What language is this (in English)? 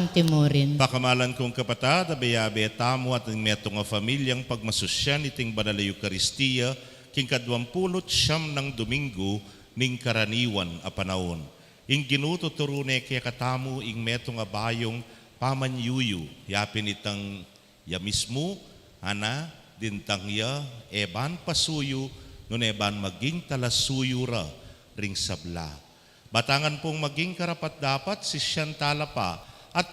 Pampanga